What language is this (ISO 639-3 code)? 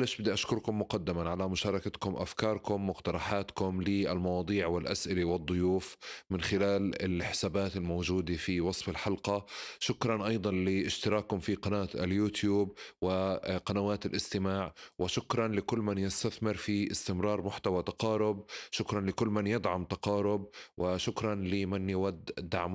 apc